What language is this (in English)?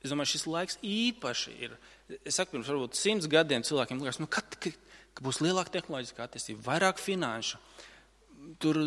Latvian